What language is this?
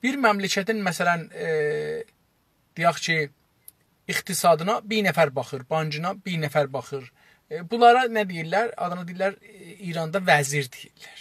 South Azerbaijani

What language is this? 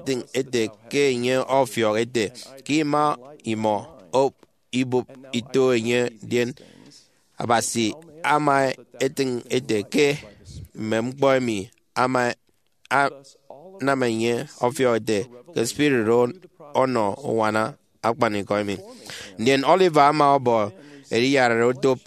Efik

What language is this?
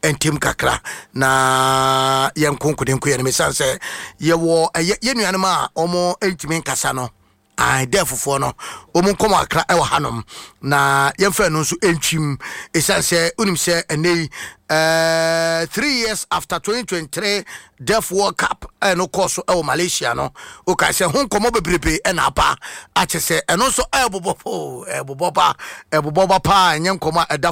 Akan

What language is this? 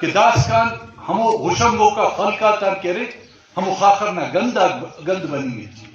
Brahui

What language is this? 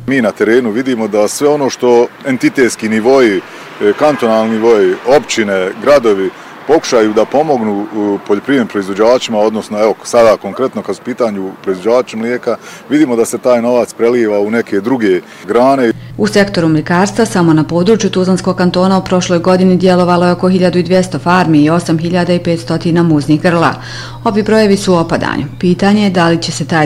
Bosnian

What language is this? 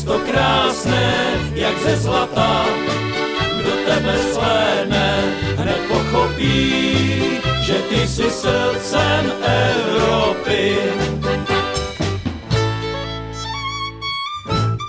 Czech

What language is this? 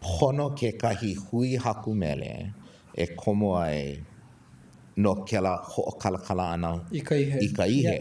Hawaiian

